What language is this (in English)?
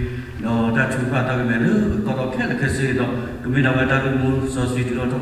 S'gaw Karen